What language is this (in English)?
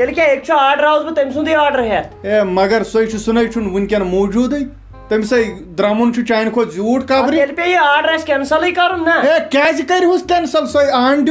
Kashmiri